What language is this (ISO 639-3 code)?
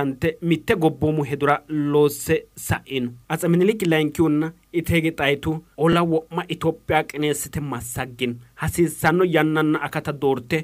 sid